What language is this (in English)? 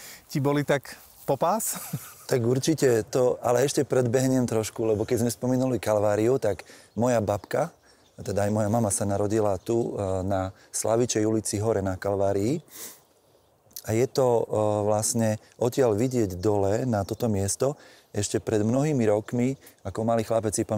Slovak